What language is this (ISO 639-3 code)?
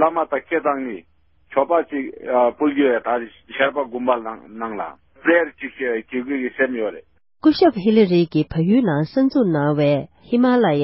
bod